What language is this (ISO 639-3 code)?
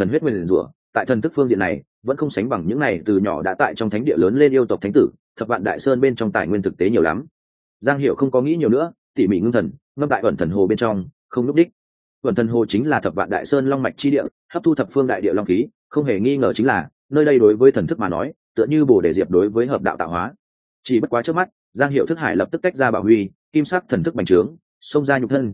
vie